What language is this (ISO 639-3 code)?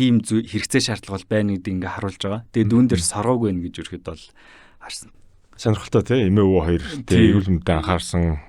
mon